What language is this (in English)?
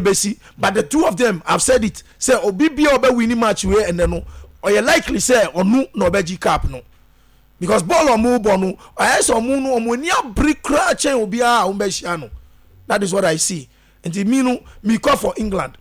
Akan